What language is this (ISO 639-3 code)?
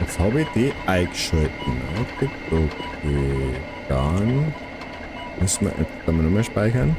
bar